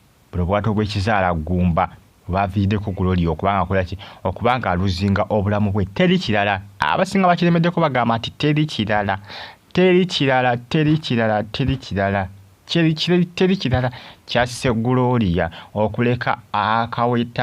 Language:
Ganda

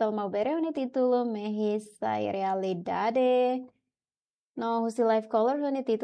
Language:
Tetum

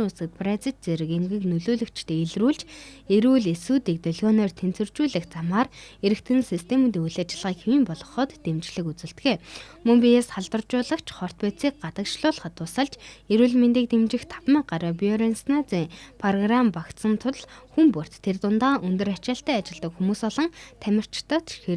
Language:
Mongolian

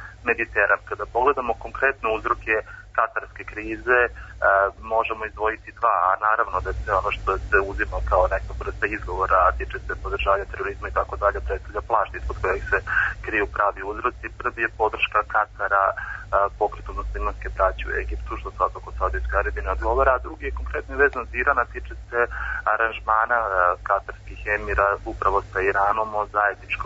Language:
Serbian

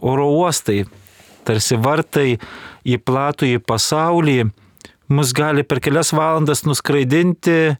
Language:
Lithuanian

